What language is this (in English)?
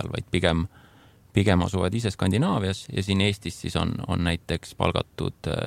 Estonian